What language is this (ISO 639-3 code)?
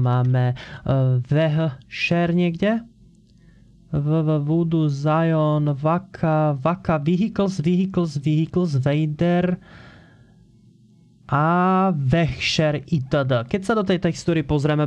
slk